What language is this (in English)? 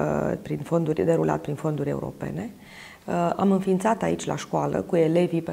Romanian